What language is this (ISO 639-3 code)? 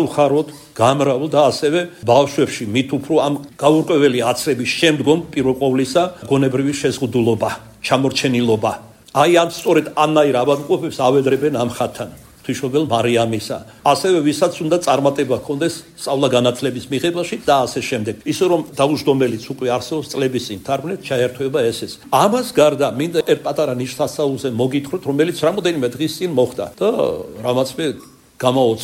kat